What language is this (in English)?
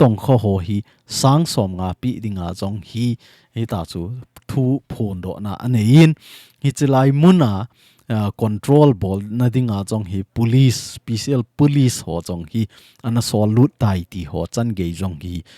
Thado Chin